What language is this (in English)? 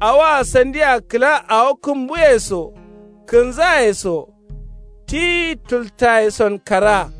Kanuri